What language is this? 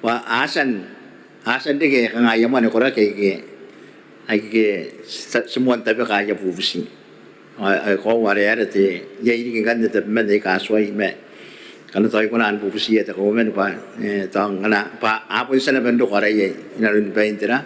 Gilbertese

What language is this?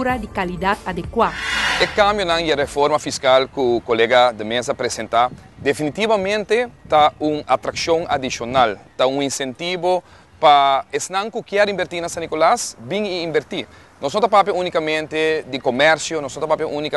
Papiamento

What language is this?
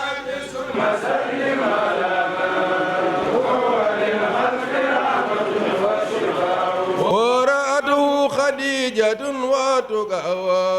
Fula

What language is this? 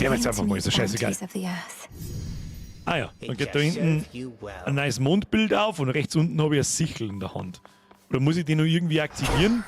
Bavarian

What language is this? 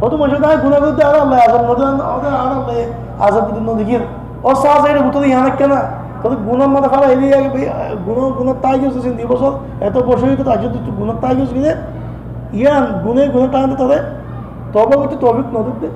Rohingya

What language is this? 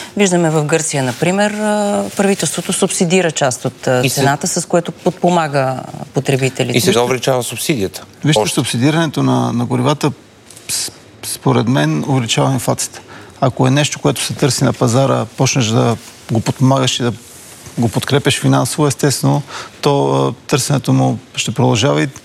Bulgarian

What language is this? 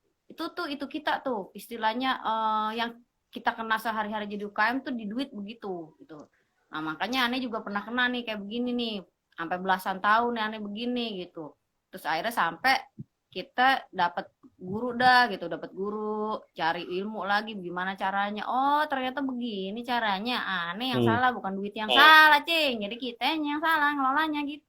Betawi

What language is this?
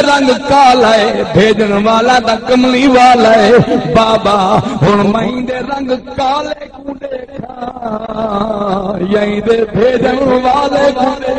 Saraiki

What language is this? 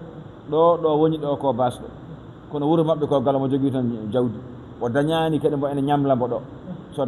Fula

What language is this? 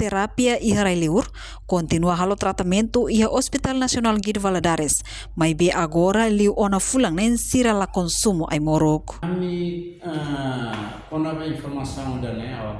Tetum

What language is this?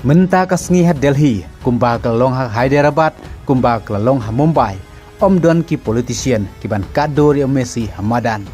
Khasi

